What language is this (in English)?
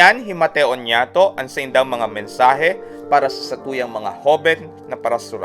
Bikol